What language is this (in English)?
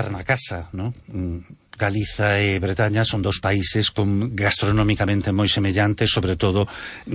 Galician